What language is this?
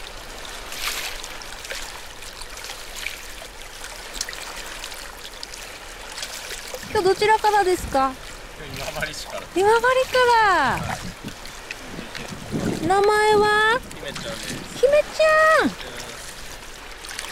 Japanese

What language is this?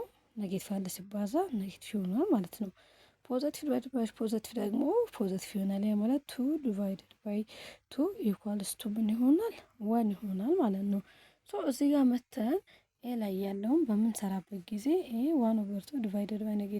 Amharic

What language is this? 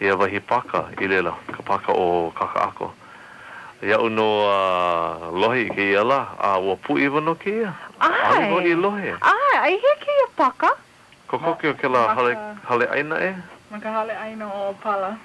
Hawaiian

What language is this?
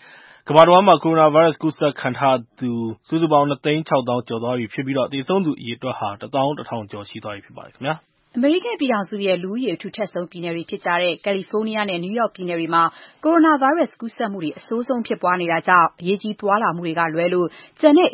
Burmese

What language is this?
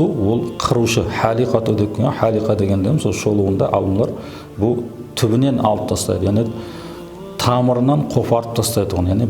Kara-Kalpak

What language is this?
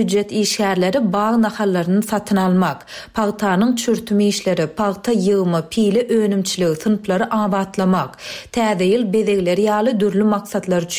Turkmen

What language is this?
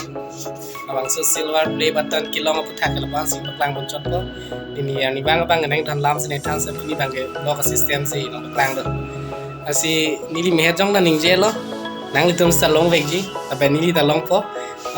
Karbi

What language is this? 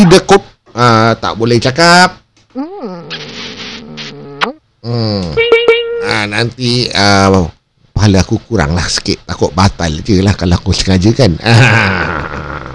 Malay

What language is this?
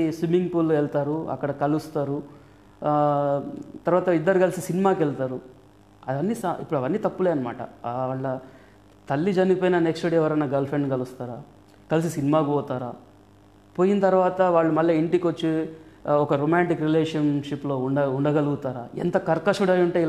Telugu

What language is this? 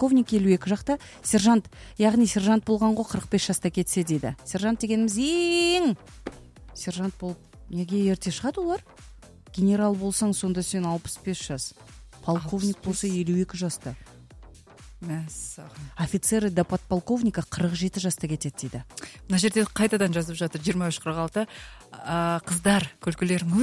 Kazakh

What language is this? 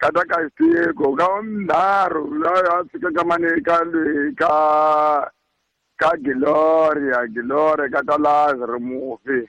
Tsonga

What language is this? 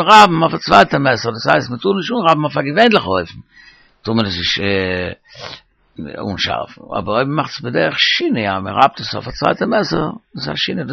Yiddish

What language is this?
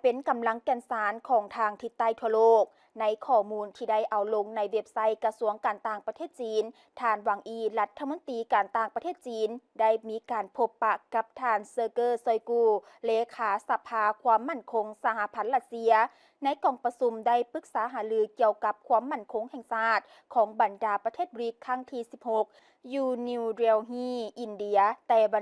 Lao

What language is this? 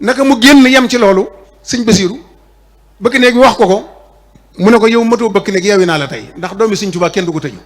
Wolof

